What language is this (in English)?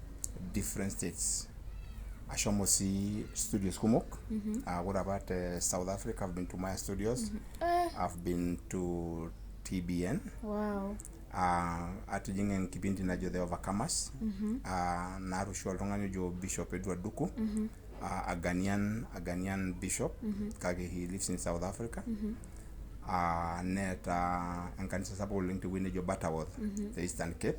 Masai